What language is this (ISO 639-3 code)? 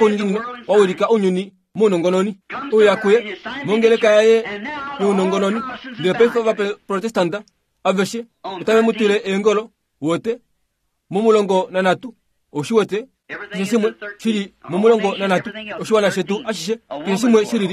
kua